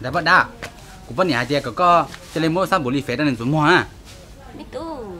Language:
Hmong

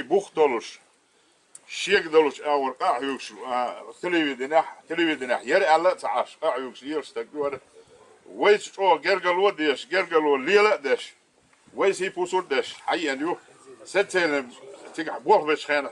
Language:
Chechen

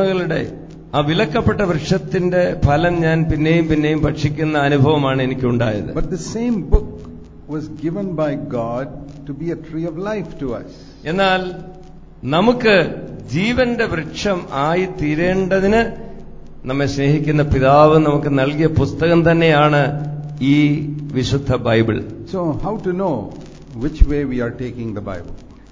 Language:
Malayalam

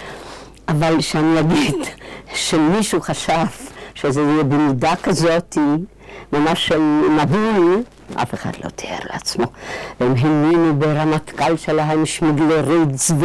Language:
Hebrew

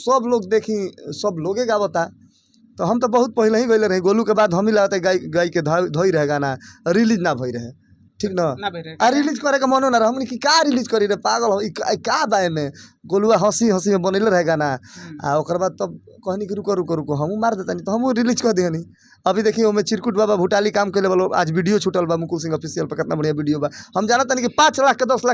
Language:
Bhojpuri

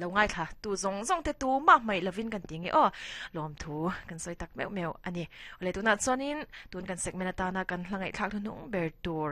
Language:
Mizo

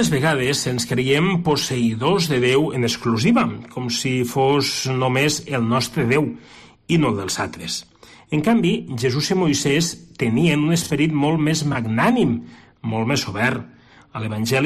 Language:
Catalan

